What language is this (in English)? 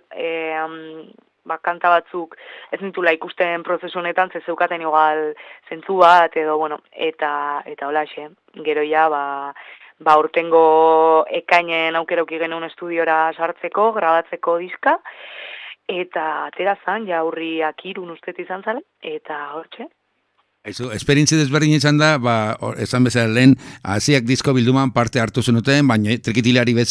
Basque